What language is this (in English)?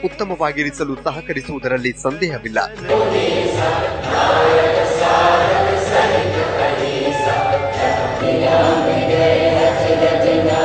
Kannada